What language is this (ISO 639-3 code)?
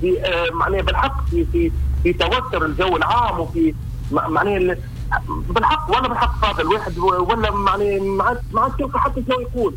aeb